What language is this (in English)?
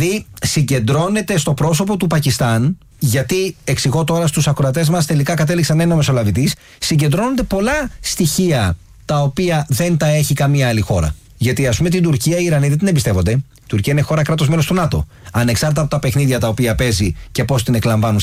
Greek